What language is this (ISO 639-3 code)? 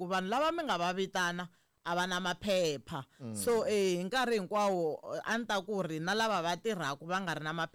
tso